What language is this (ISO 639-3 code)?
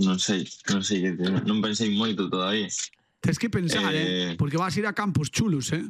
glg